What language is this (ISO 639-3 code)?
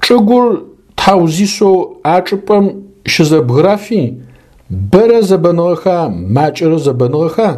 ady